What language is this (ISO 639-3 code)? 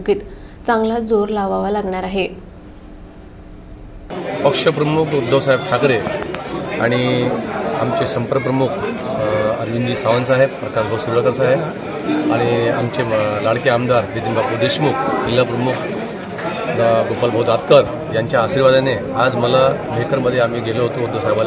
mar